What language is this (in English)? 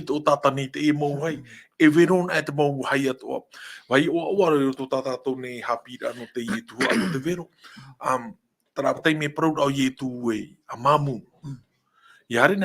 Tahitian